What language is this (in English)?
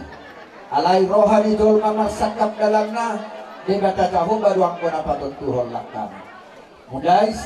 Batak Toba